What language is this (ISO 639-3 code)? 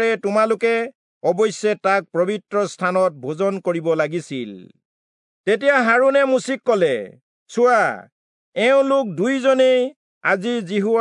asm